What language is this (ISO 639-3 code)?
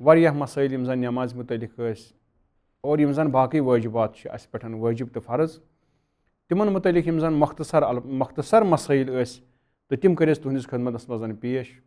kas